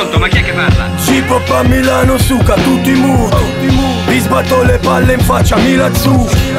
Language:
Italian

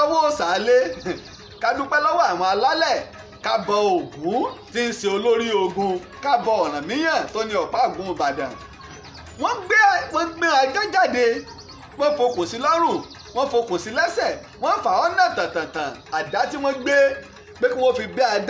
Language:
Yoruba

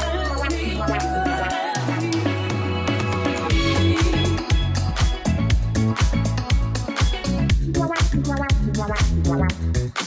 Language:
Italian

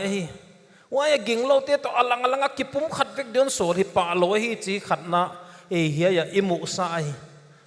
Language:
Paite Chin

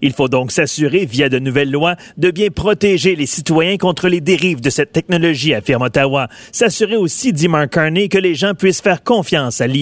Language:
French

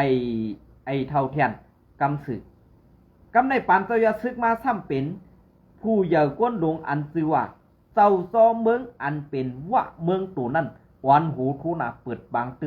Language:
Shan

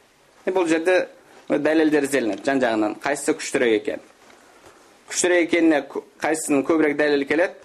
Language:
Kazakh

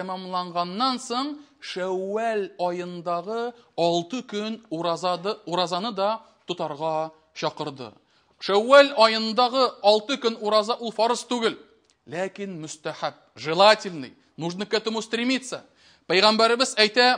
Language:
Tatar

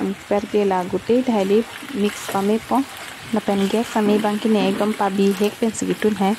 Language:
Karbi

